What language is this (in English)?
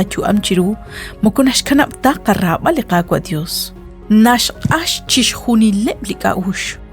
Kekchí